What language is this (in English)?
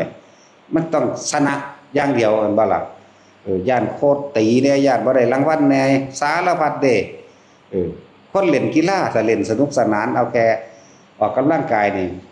Northeastern Thai